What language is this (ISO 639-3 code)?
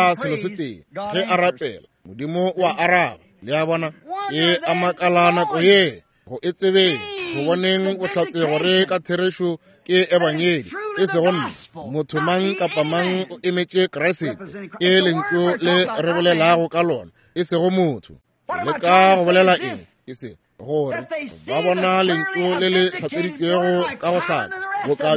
nso